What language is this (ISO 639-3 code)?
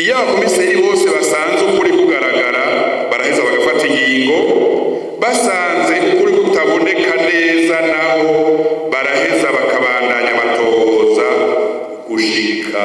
run